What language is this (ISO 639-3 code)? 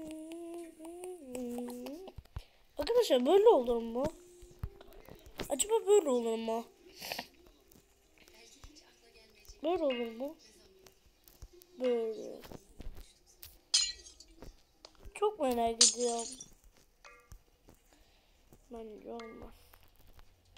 tur